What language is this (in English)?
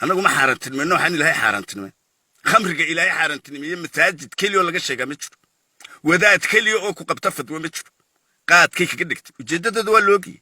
Somali